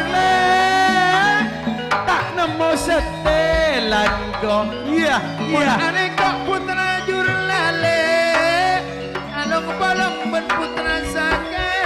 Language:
Madurese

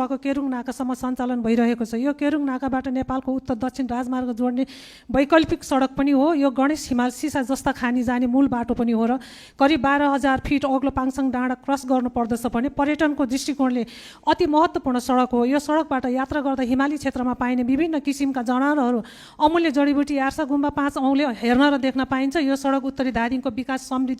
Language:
Nepali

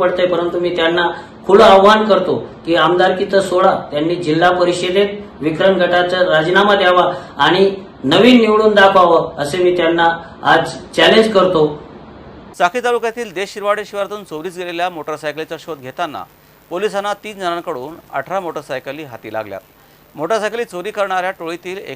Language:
Marathi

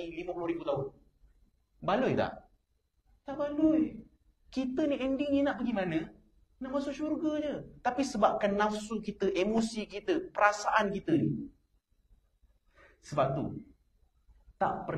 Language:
Malay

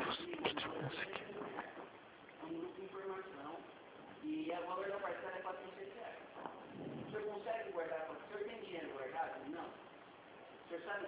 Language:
Portuguese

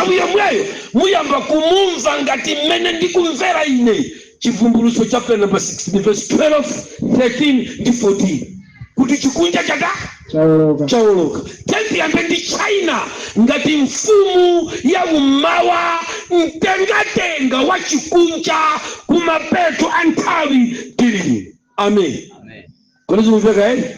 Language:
Nyanja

